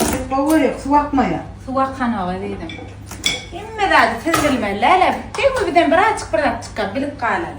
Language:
Turkmen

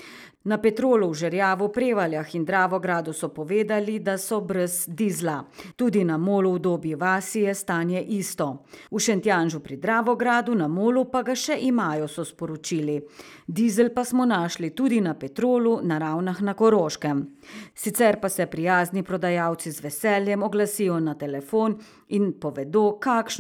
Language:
Slovenian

